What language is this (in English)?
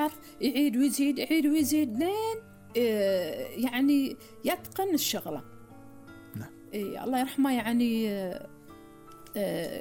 Gulf Arabic